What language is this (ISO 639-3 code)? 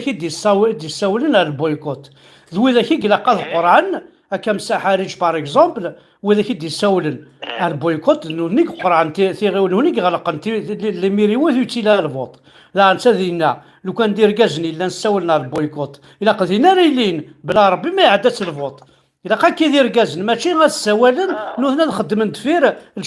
kab